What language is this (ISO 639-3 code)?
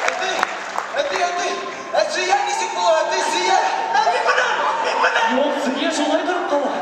bak